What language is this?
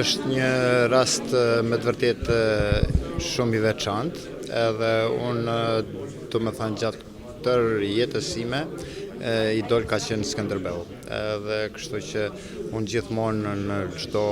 Albanian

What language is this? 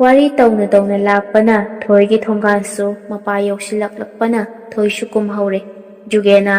Manipuri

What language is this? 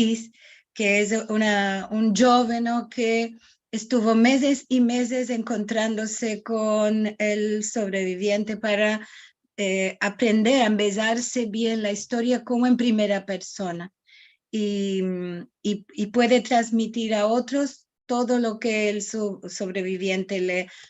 Ladino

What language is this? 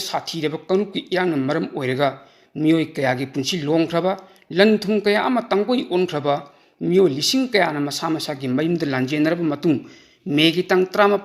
Manipuri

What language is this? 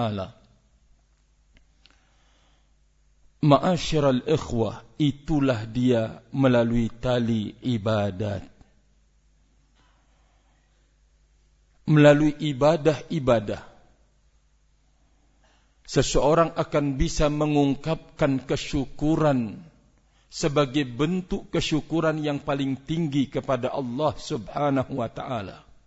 Indonesian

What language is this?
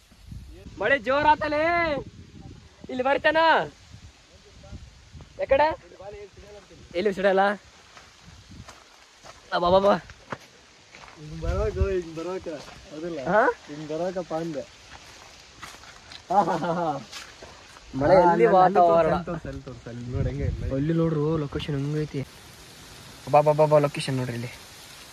Kannada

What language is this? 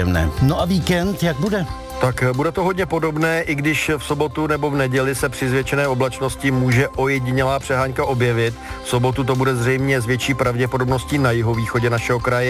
Czech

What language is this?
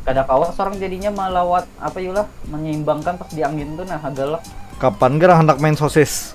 Banjar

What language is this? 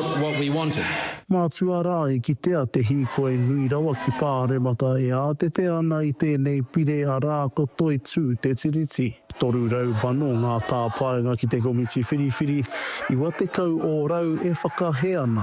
Māori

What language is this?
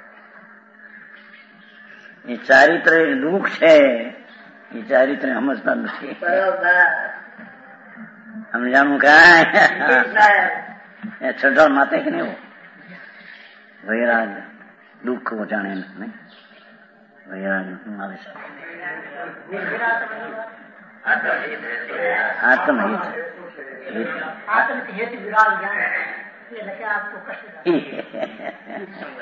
Gujarati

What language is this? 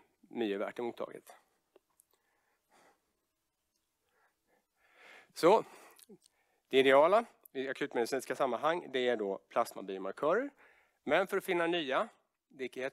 Swedish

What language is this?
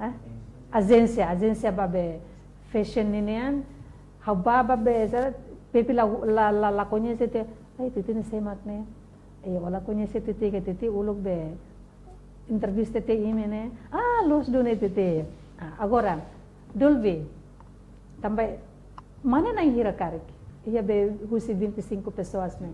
Tetum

